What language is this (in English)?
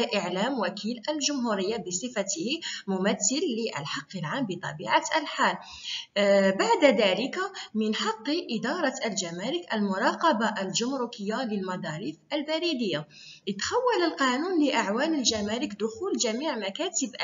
Arabic